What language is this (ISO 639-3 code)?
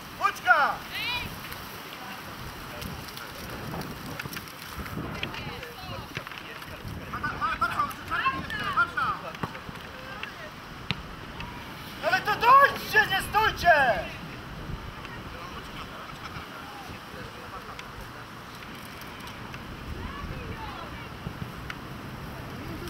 pol